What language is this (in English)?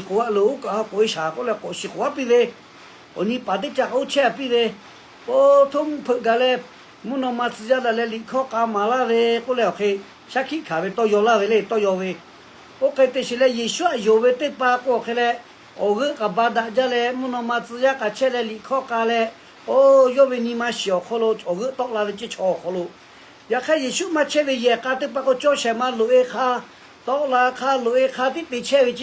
Lahu